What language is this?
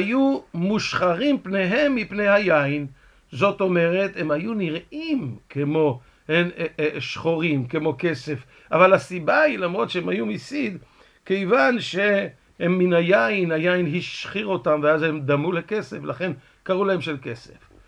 Hebrew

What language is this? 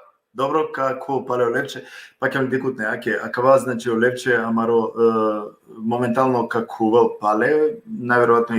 Balkan Romani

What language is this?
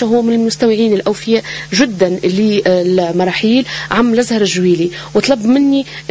Tunisian Arabic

